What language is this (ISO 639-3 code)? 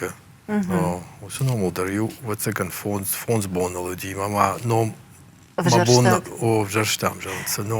oss